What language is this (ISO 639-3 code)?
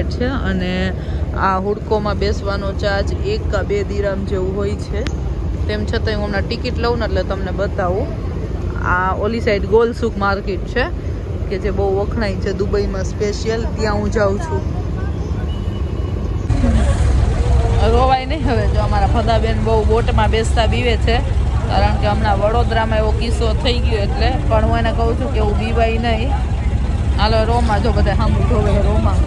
guj